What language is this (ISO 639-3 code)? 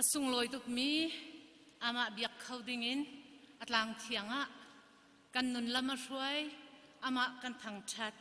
cnh